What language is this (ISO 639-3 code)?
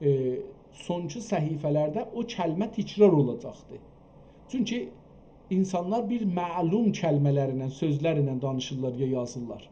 azb